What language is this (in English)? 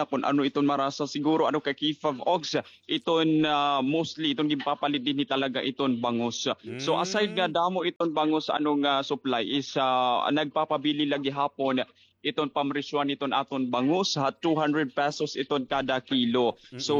Waray